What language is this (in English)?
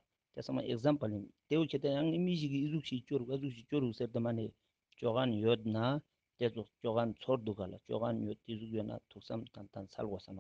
Ladakhi